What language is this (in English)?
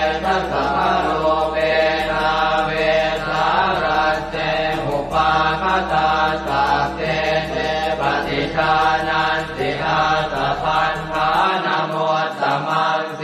Pali